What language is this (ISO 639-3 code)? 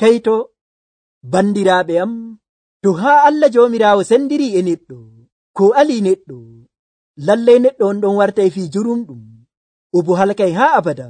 fuv